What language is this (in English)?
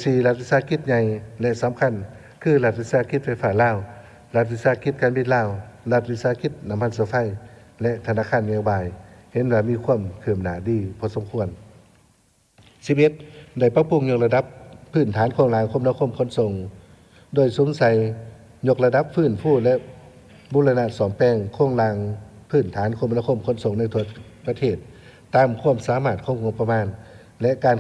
Lao